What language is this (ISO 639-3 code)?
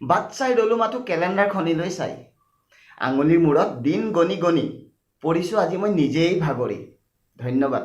asm